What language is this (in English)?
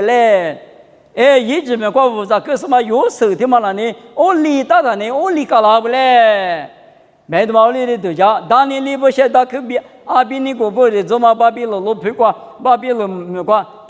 Lisu